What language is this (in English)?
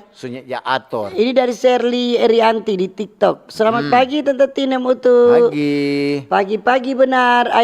Manado Malay